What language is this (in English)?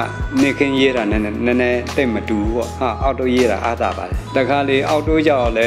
Burmese